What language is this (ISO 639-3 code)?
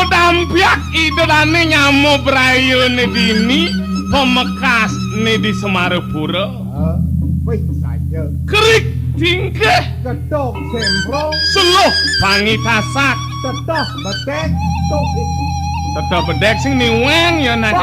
ban